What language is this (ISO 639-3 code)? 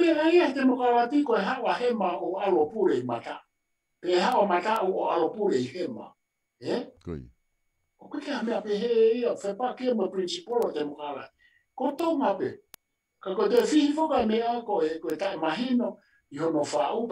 ton